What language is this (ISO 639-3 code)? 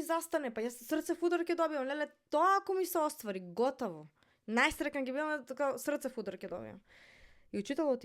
mkd